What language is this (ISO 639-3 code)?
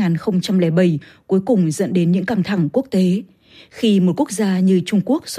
vie